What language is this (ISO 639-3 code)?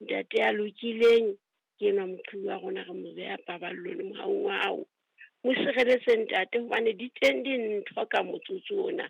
sot